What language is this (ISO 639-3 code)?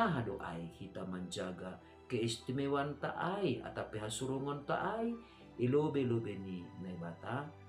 bts